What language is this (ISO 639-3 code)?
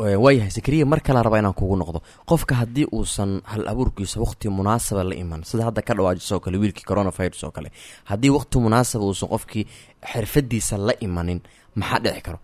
som